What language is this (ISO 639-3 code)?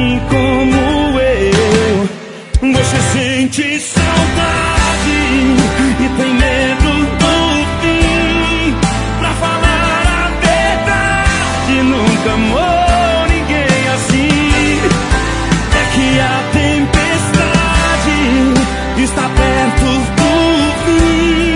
por